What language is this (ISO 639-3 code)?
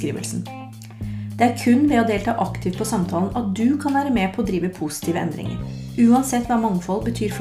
nor